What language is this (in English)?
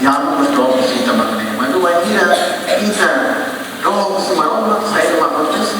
Tetum